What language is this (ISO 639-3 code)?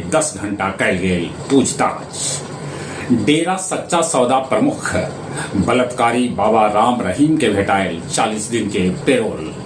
mag